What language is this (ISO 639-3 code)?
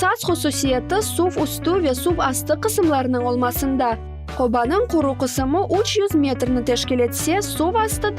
crh